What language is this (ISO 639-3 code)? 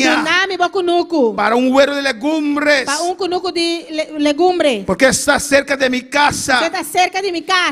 pap